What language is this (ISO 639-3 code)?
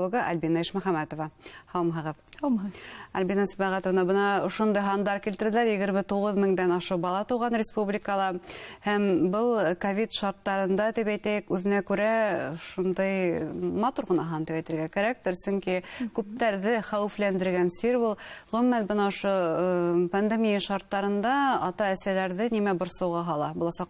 bak